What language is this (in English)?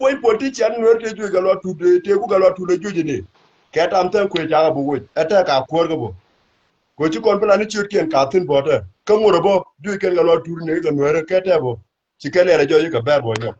Nuer